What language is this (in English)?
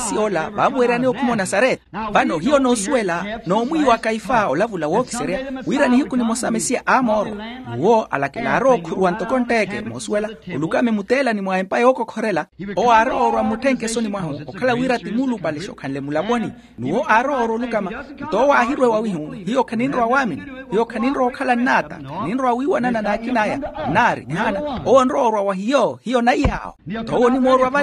Makhuwa